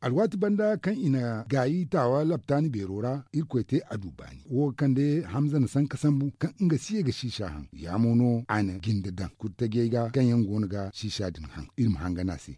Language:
Zarma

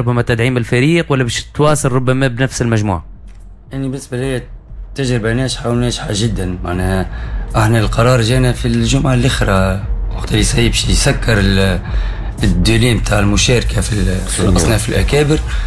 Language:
Tunisian Arabic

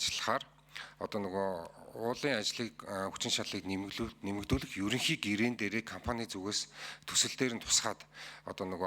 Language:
Mongolian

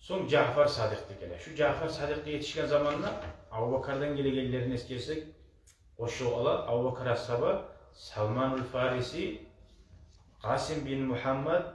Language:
Kumyk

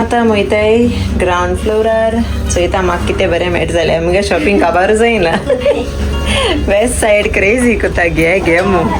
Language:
Konkani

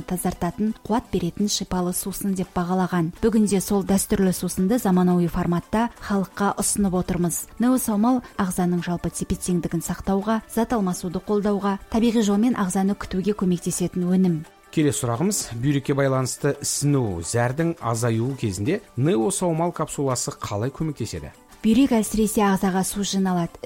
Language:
Kazakh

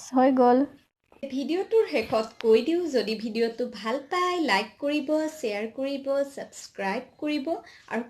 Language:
Assamese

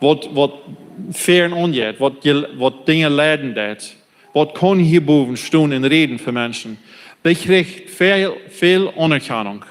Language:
Plautdietsch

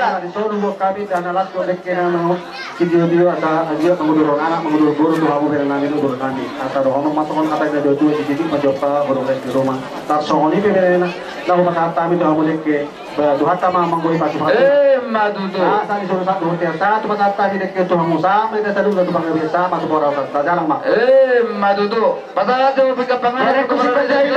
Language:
Batak Toba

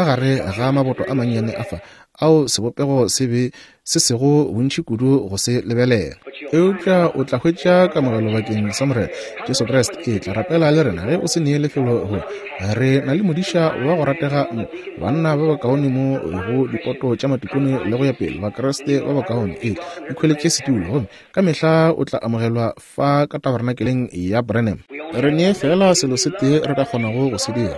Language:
Northern Sotho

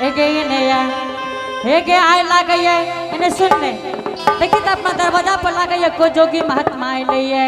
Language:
Angika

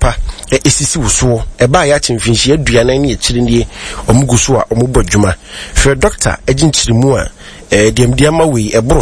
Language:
Akan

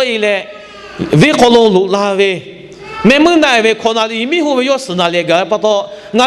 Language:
Lahu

